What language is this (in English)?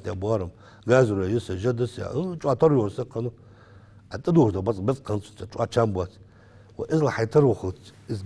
Ingush